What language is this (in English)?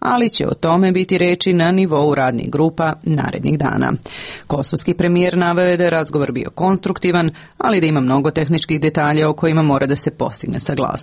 Serbian